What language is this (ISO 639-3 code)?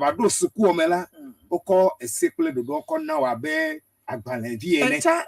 ewe